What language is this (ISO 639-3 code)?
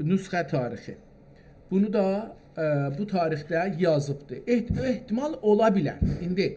azb